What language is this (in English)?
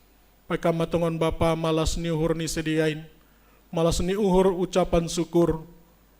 Batak Simalungun